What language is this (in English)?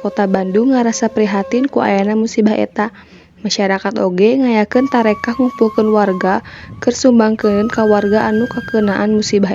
Sundanese